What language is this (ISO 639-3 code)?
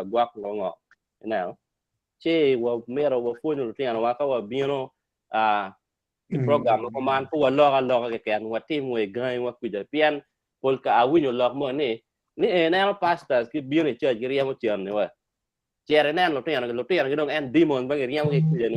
ach